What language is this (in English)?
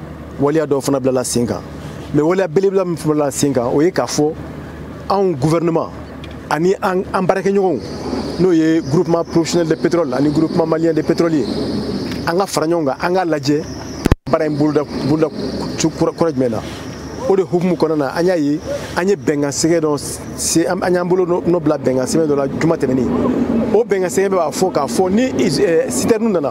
Bambara